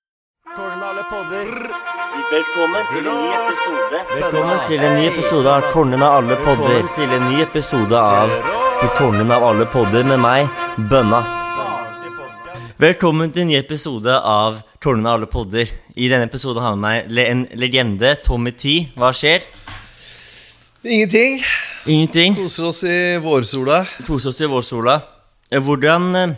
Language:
Norwegian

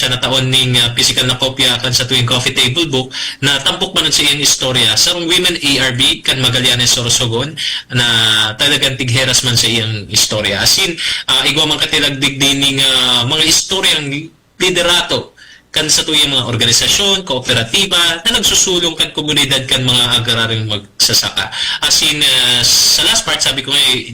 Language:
Bikol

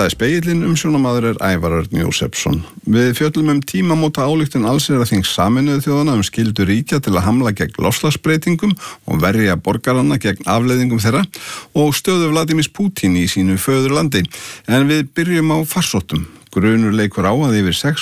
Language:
Icelandic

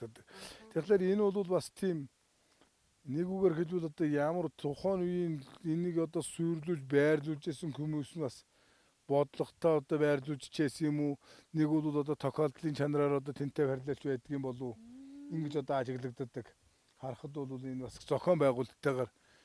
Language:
Mongolian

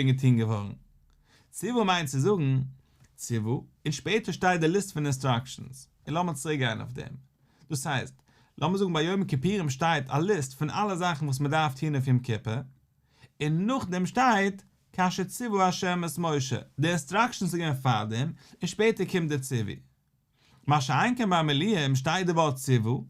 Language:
Yiddish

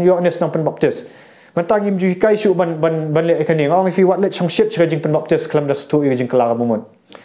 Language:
Khasi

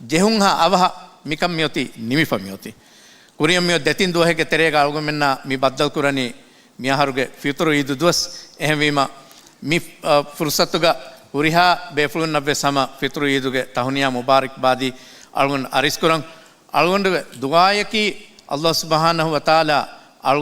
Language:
Divehi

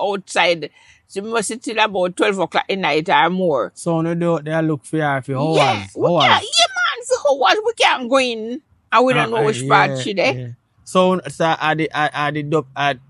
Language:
Jamaican Creole English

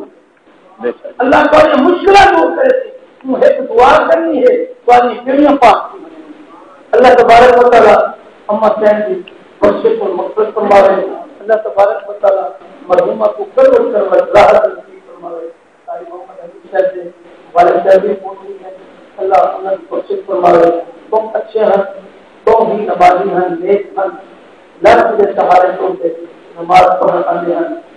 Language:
Saraiki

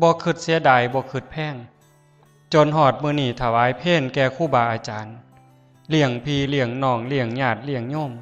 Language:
Northeastern Thai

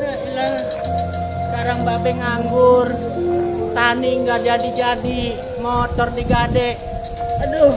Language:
Betawi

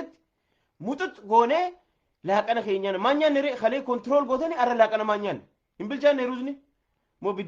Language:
Oromo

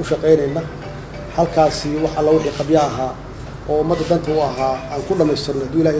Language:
Somali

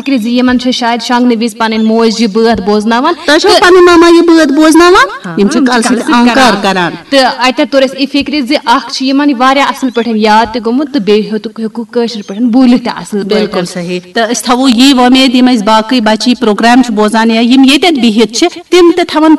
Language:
Kashmiri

